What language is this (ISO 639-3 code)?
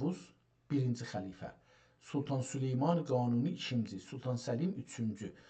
azb